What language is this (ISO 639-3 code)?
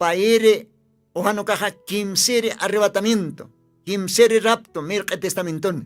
aym